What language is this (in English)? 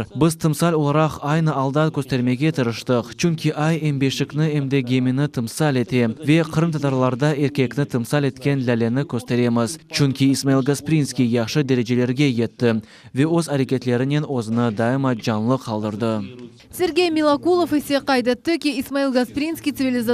Crimean Tatar